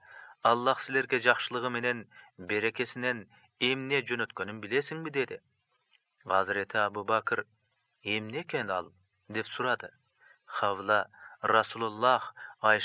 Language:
Kyrgyz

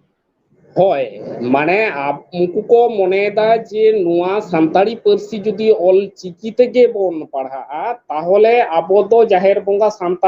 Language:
Santali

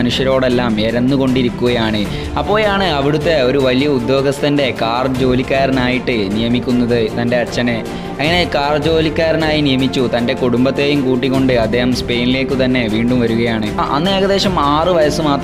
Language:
Malayalam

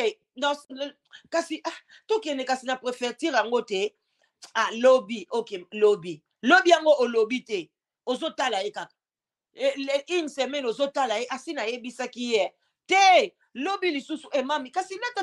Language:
Lingala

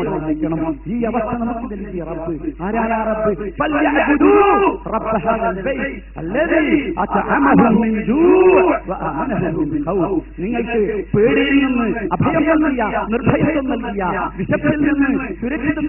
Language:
Malayalam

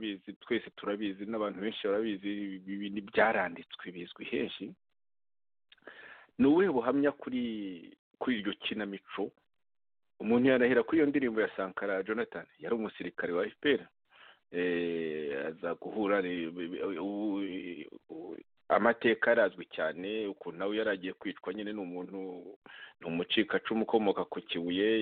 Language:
Kinyarwanda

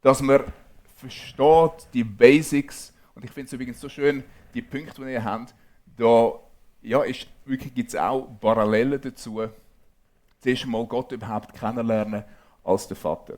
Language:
Swiss German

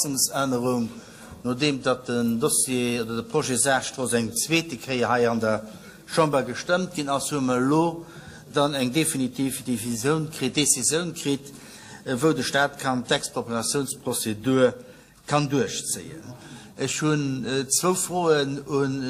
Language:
Luxembourgish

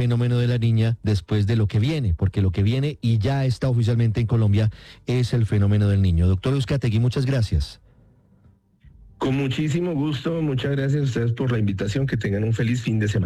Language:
Spanish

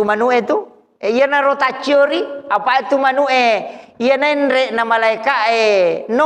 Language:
Buginese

